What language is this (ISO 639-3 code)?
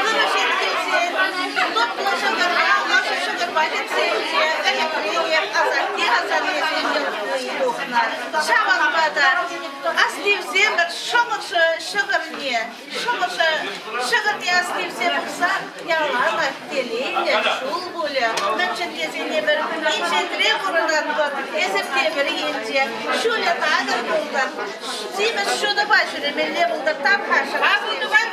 chv